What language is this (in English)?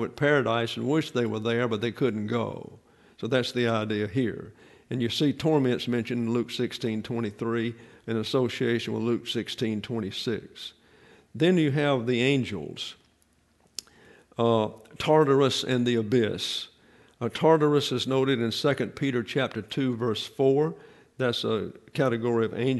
English